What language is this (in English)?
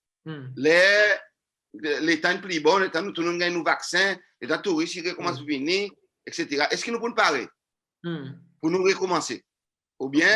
Seselwa Creole French